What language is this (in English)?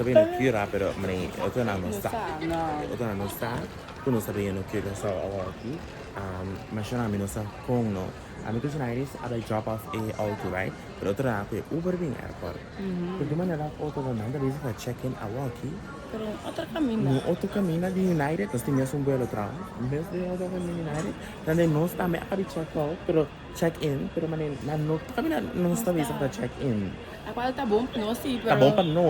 Papiamento